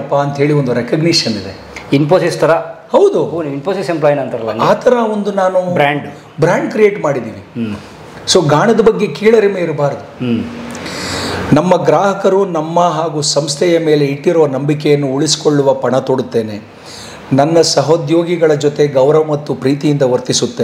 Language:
Kannada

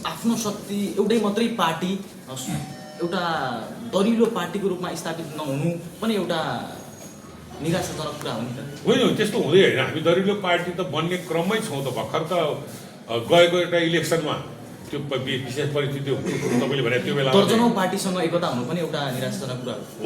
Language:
Nepali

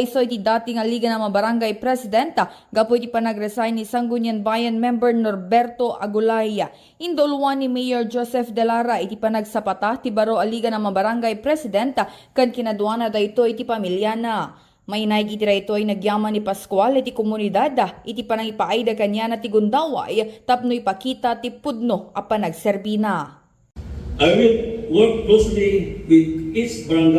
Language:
Iloko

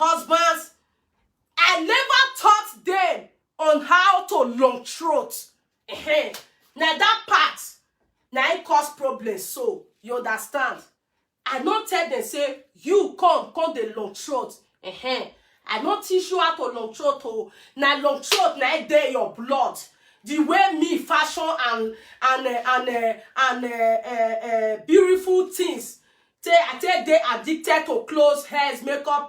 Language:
Nigerian Pidgin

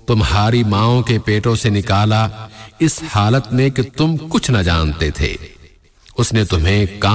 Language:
Urdu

